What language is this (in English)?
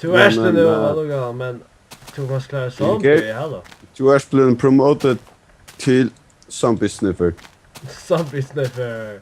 Faroese